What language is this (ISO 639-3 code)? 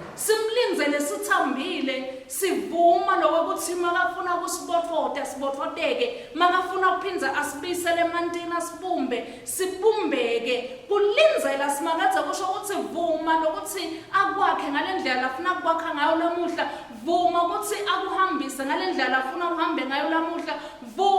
ssw